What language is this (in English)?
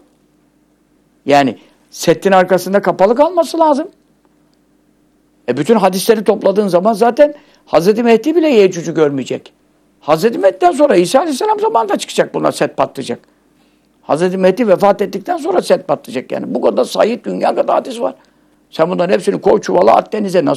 Turkish